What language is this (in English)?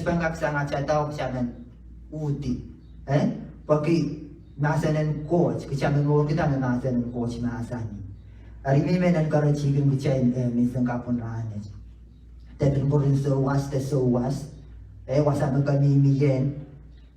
Pohnpeian